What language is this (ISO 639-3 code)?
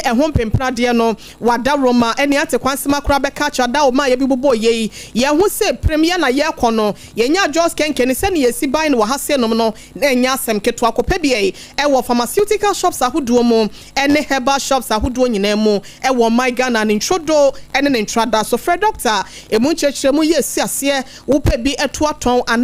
aka